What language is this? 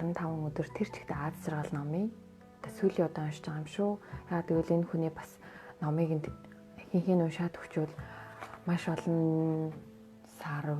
Mongolian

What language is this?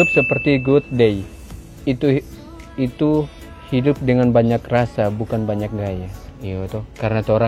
Manado Malay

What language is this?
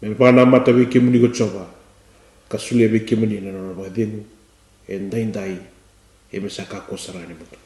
Fijian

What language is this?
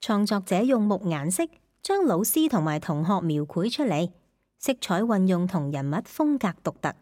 Cantonese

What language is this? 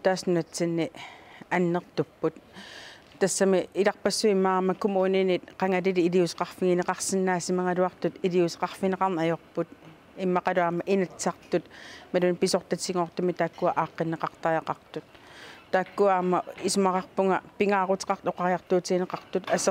Kalaallisut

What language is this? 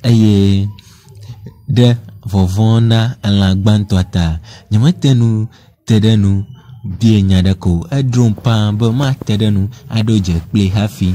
Ewe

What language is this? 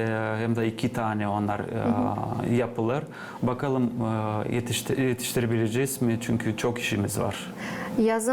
Gagauz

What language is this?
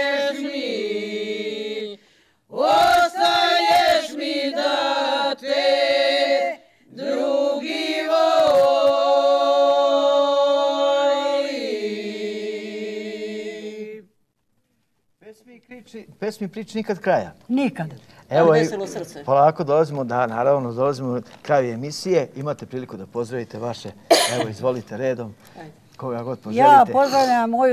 Serbian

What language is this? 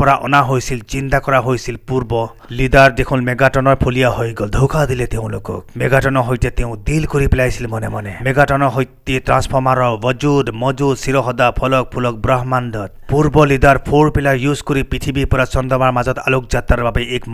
Assamese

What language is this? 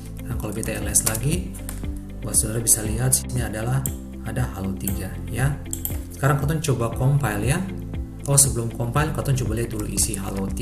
Ambonese Malay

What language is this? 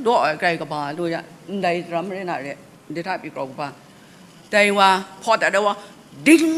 Kachin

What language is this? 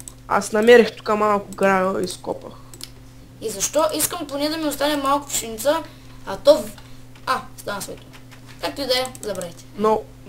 Bulgarian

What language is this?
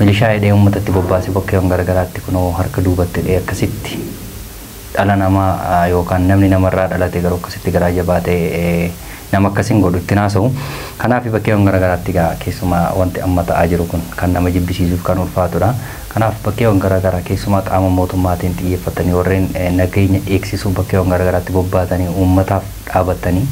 Oromo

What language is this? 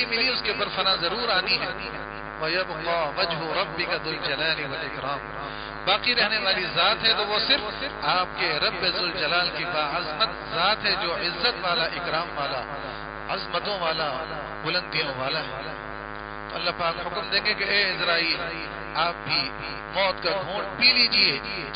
Urdu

